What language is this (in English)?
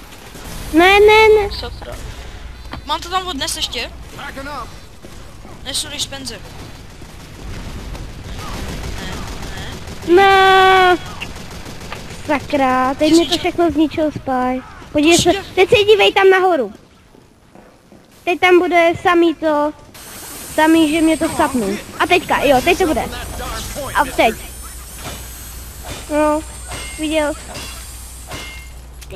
Czech